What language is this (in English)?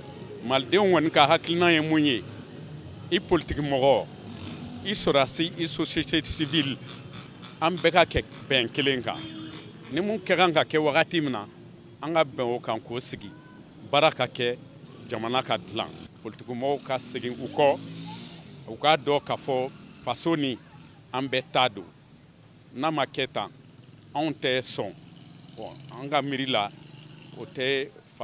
Bambara